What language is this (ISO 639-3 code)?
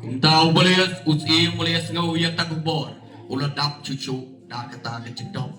kha